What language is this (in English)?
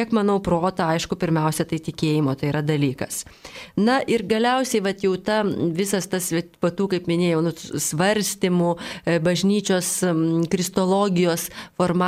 Lithuanian